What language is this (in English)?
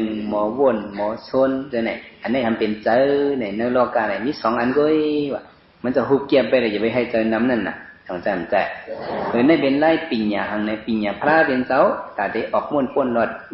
Shan